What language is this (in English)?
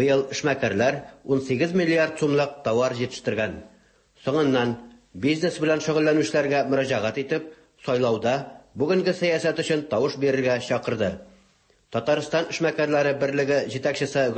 Tatar